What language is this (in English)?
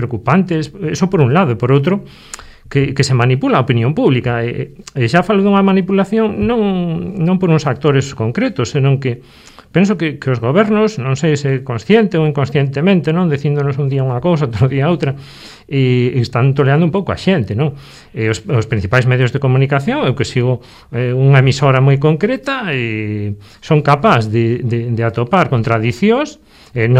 Galician